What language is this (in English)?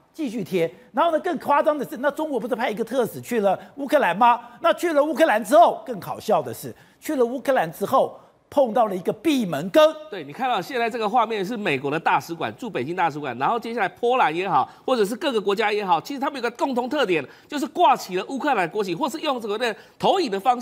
Chinese